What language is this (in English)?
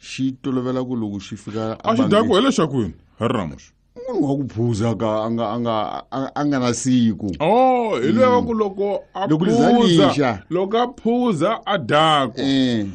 Tsonga